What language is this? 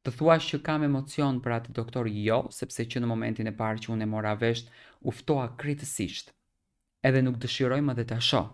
Albanian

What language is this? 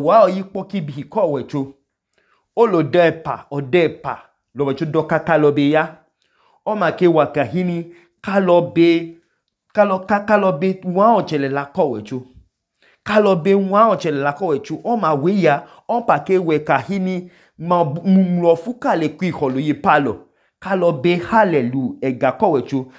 Idoma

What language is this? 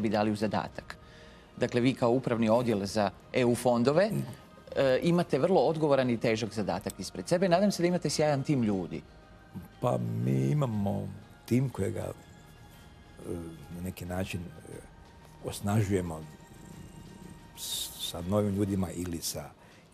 Croatian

